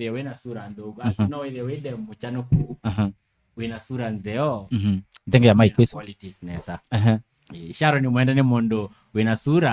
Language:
Kamba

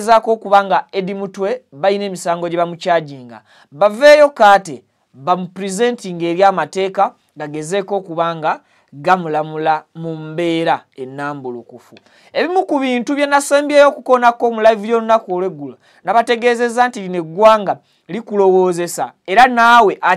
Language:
Ganda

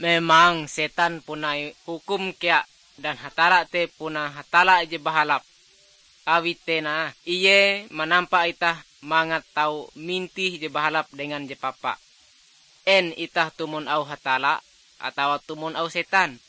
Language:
Ngaju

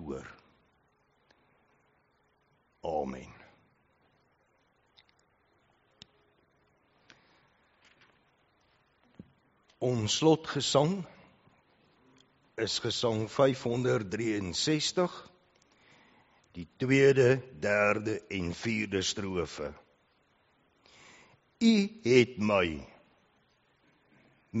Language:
Afrikaans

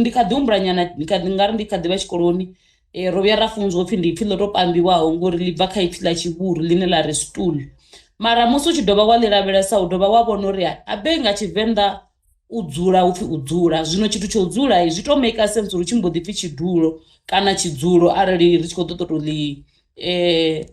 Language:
Venda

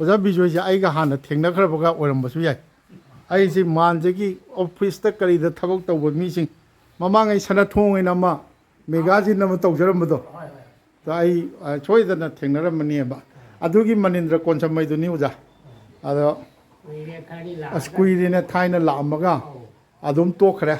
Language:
Manipuri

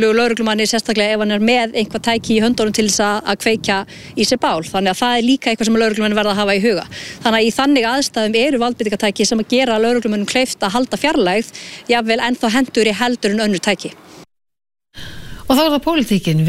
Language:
Icelandic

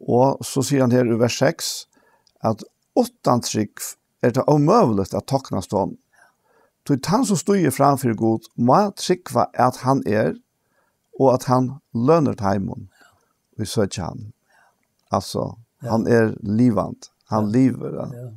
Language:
Faroese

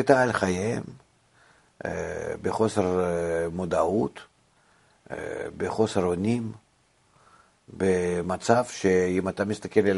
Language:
Hebrew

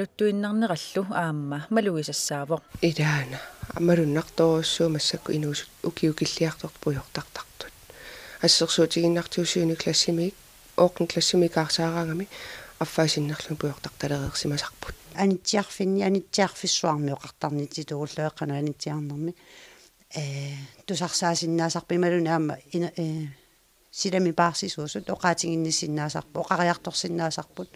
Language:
Kalaallisut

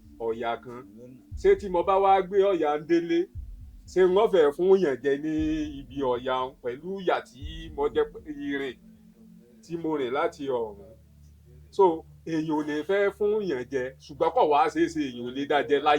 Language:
Yoruba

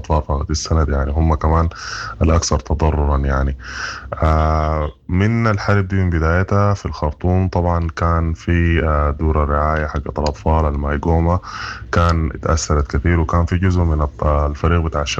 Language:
Sudanese Arabic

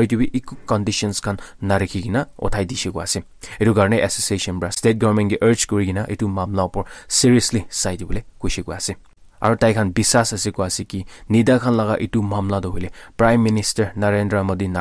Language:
Naga Pidgin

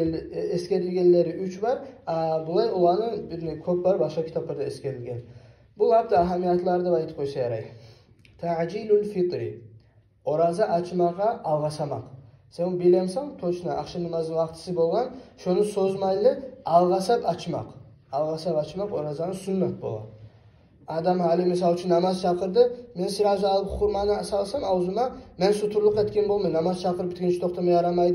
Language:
Kumyk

